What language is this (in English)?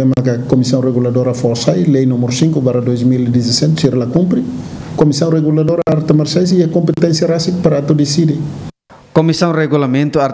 Tetum